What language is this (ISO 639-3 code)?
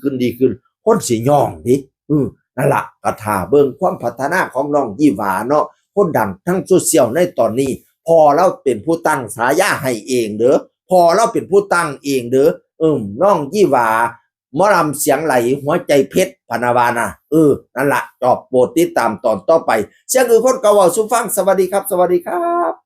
tts